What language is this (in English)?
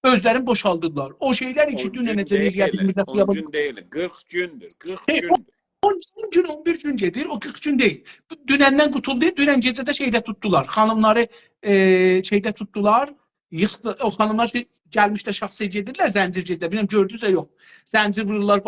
South Azerbaijani